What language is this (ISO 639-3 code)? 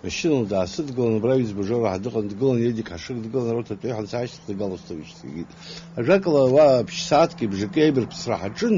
abk